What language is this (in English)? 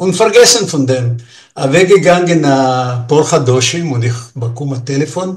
Yiddish